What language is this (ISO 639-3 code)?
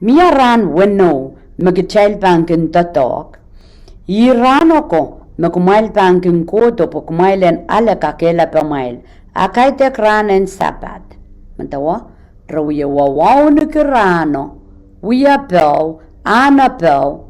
pon